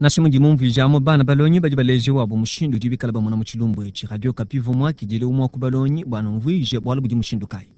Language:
Luba-Lulua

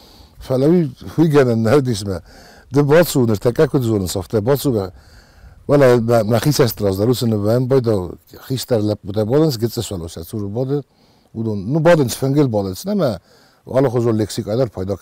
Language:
Ossetic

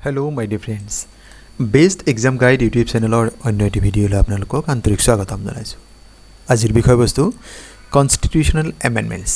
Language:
Assamese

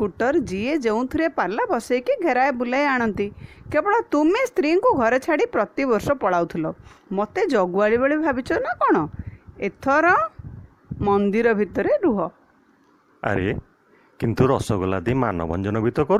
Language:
Odia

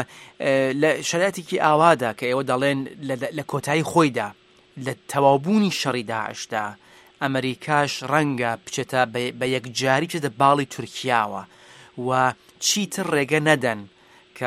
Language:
Central Kurdish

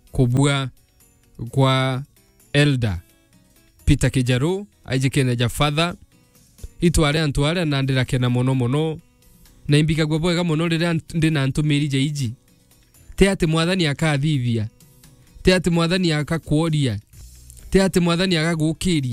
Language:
Meru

